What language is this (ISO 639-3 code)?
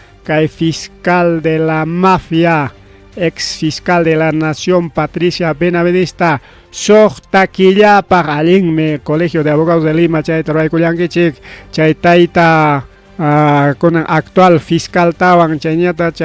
quy